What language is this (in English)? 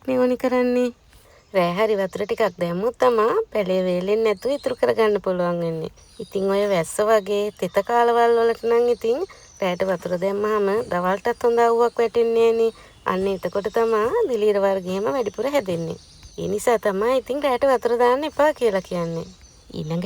Sinhala